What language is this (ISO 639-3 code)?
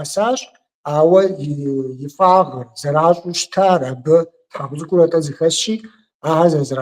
kbd